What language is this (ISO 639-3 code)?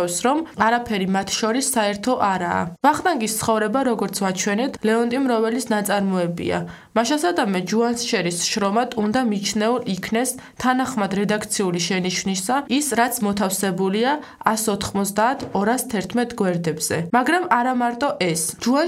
kat